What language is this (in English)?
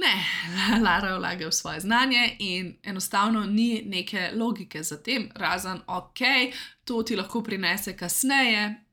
Slovenian